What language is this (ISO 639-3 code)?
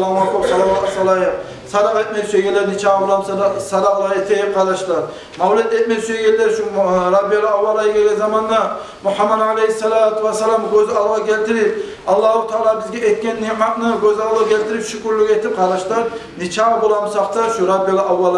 kum